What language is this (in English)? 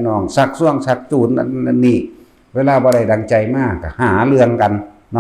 Northeastern Thai